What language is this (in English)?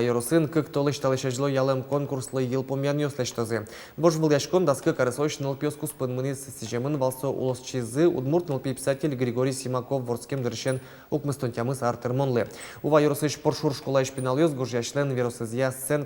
Udmurt